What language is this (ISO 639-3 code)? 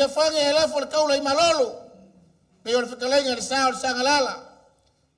smo